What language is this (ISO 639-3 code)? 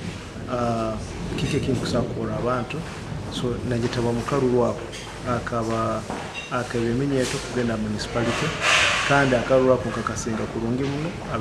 nyo